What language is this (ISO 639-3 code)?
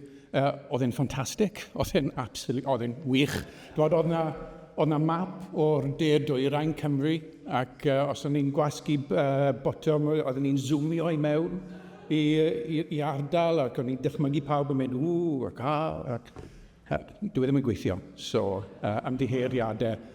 cym